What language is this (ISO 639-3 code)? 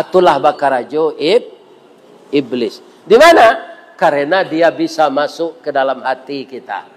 min